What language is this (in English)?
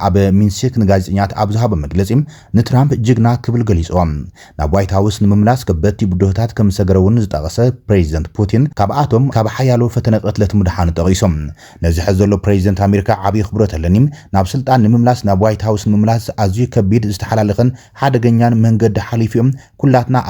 Tigrinya